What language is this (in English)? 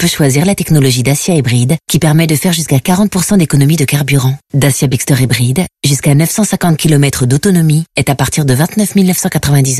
French